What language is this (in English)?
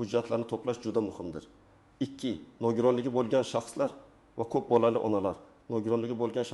Uzbek